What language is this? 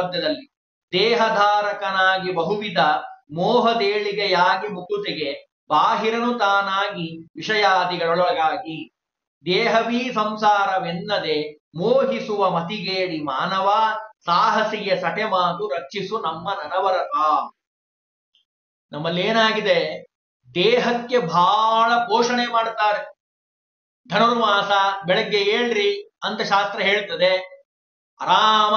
Kannada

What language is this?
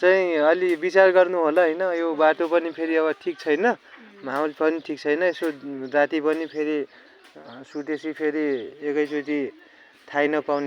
Nepali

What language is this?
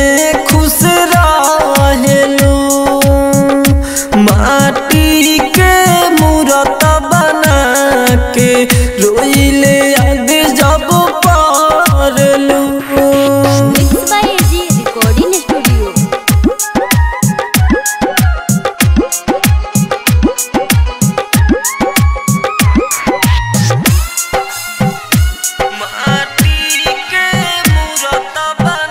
Bhojpuri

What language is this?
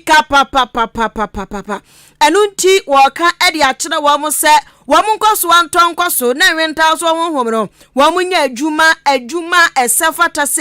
Akan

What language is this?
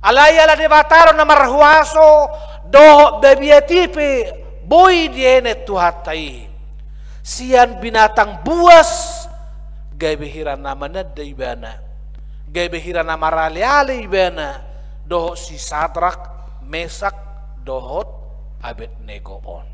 Batak Toba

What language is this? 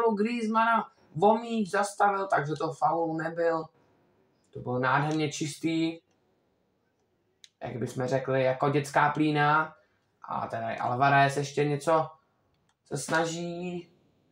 Czech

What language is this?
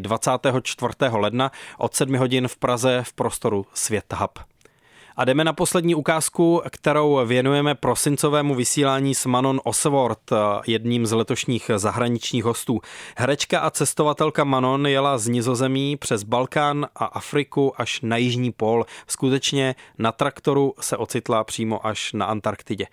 Czech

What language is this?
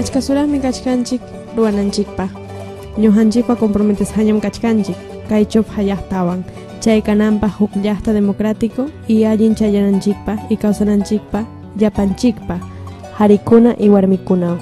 Ayacucho Quechua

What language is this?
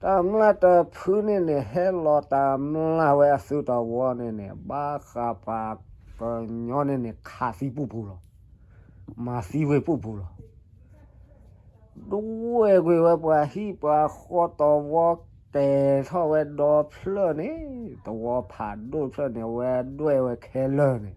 S'gaw Karen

